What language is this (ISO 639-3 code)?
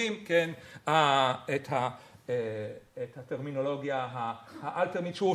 heb